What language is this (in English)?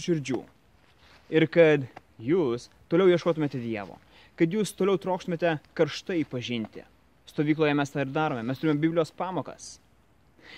Lithuanian